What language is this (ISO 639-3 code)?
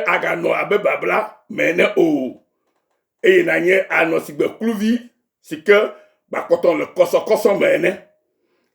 ewe